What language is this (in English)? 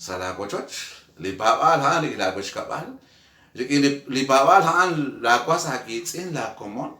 Kekchí